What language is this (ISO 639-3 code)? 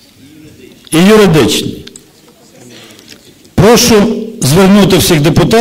ukr